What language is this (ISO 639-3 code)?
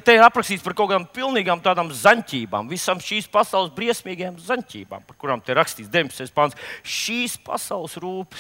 lav